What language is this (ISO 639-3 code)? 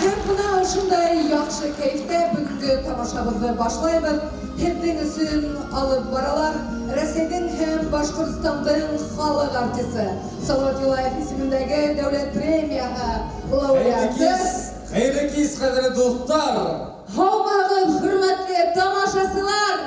bak